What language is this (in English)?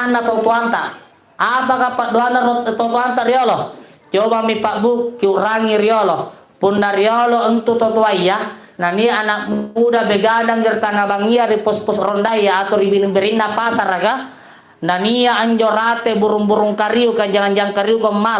Makasar